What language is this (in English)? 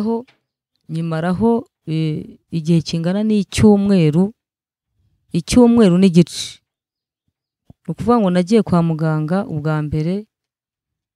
Kinyarwanda